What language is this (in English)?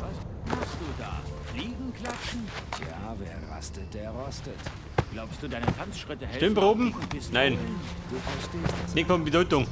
Bavarian